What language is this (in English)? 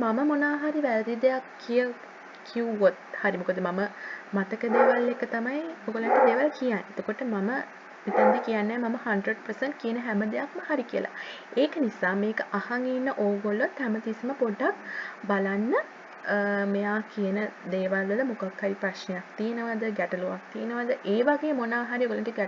Sinhala